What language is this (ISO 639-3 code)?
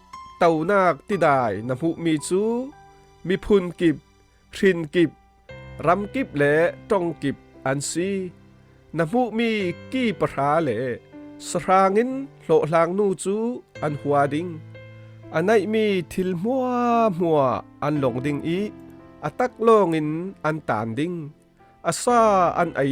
cfm